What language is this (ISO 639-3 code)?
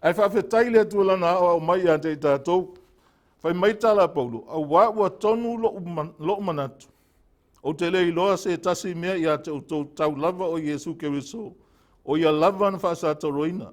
smo